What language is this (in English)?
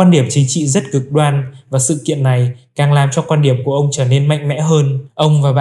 Vietnamese